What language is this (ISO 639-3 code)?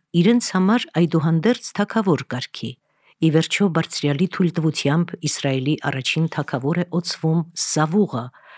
hye